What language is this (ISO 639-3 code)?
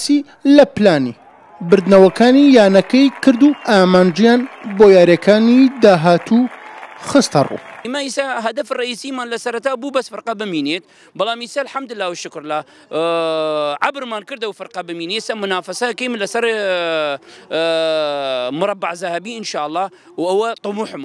ckb